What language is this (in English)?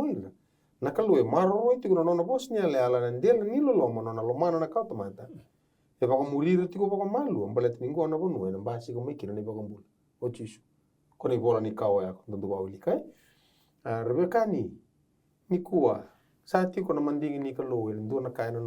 Fijian